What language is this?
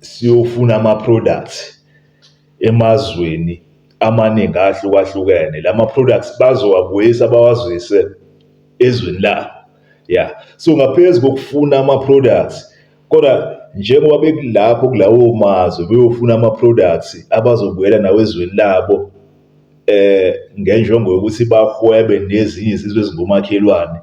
Zulu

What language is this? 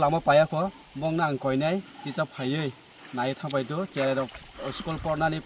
Kok Borok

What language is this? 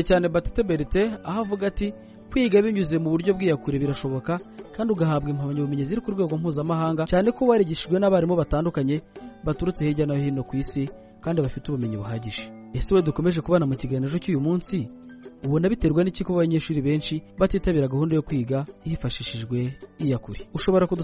Kinyarwanda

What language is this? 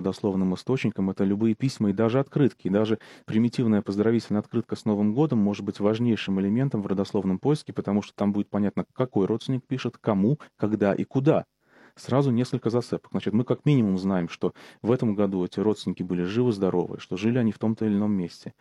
Russian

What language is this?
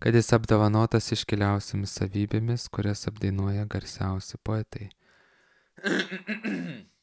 Lithuanian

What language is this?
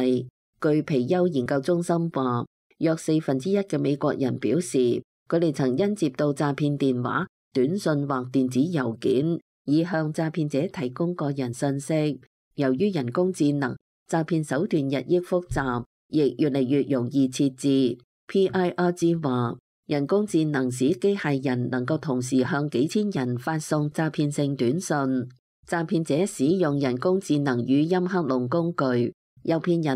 Cantonese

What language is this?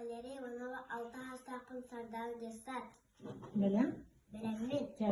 Yakut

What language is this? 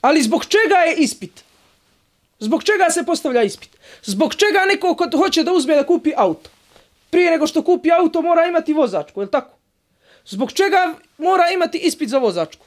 Bosnian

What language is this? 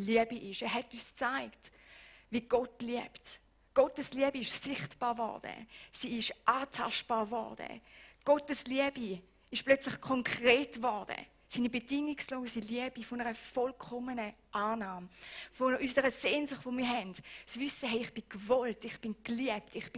Swiss German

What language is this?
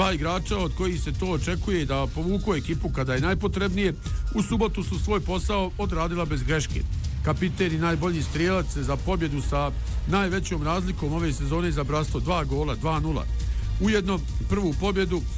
Bosnian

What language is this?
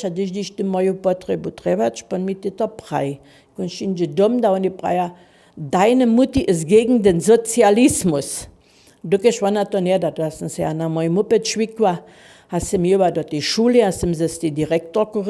Upper Sorbian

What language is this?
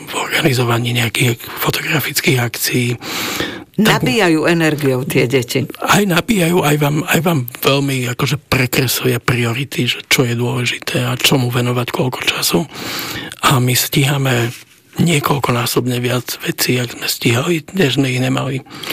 Slovak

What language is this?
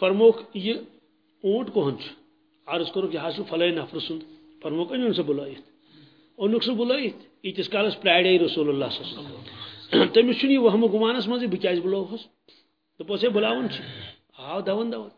Kashmiri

